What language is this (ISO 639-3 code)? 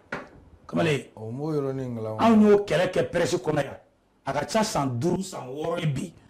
bam